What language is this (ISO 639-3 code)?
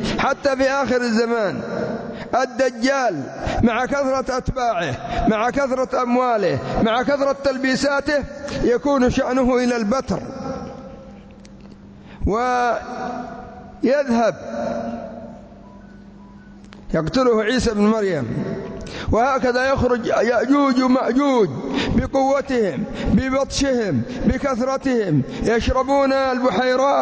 ara